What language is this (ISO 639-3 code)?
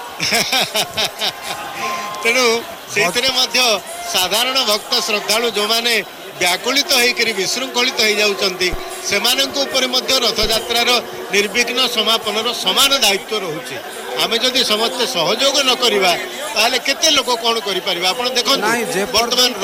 ori